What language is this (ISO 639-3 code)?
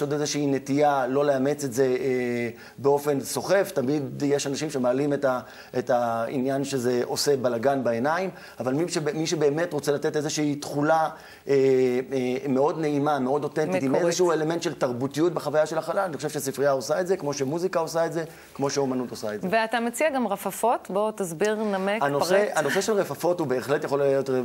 heb